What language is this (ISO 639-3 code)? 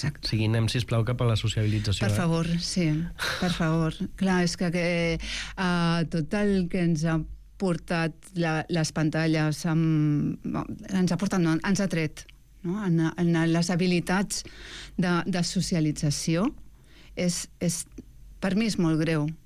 cat